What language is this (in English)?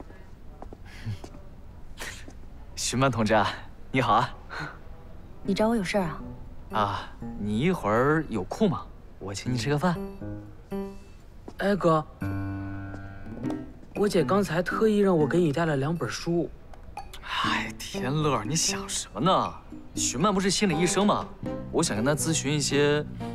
Chinese